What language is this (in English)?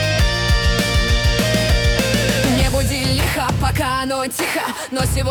Russian